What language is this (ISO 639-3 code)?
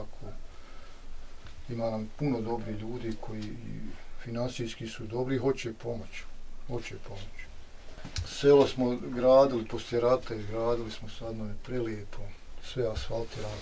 bos